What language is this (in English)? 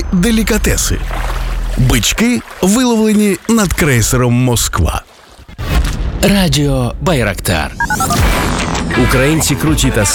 Ukrainian